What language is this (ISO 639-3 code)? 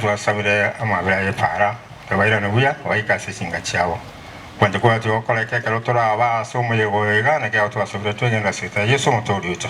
guz